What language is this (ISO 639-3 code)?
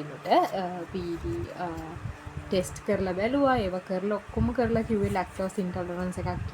sin